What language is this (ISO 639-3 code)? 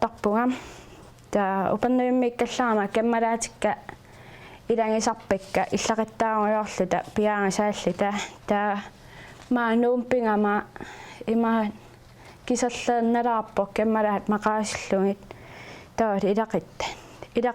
kal